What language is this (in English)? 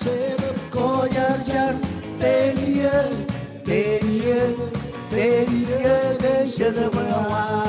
Marshallese